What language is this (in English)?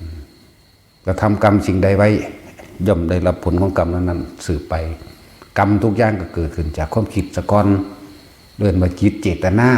Northeastern Thai